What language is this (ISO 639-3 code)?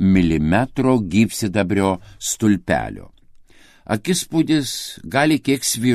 lit